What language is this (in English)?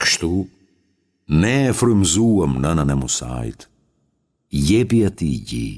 Albanian